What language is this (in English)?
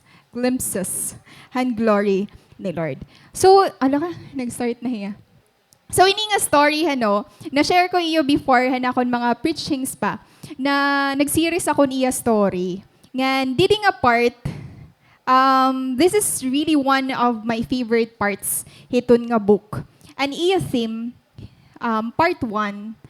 Waray